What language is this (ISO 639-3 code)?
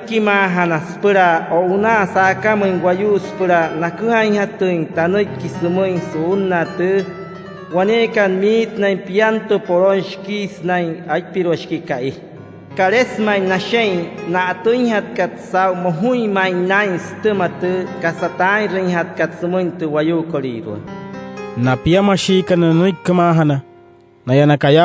guc